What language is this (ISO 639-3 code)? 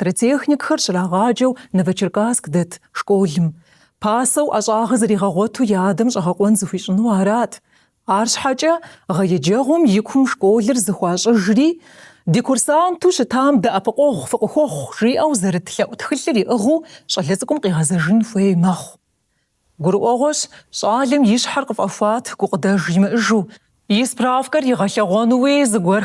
kbd